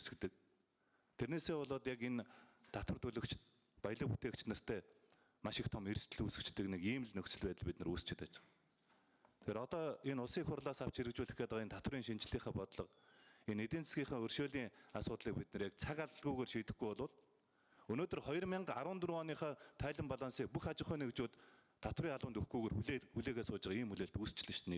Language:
Mongolian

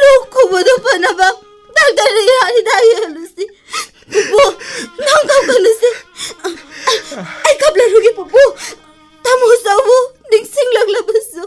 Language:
Manipuri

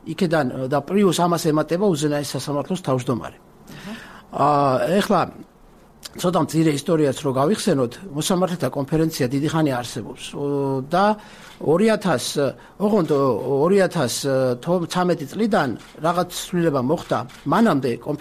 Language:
Georgian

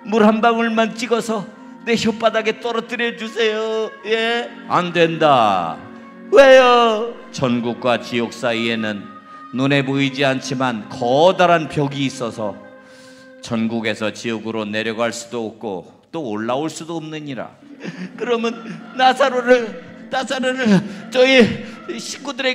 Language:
Korean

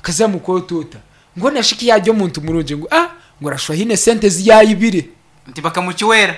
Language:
Nyankole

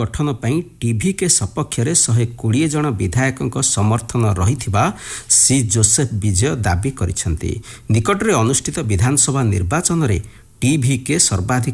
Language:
Odia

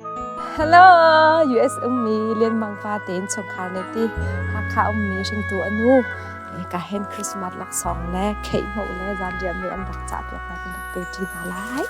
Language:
Hakha Chin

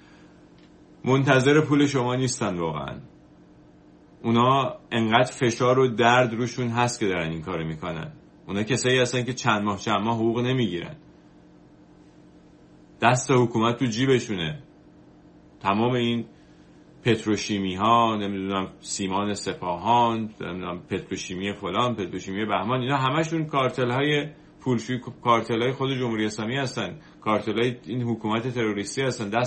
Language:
Persian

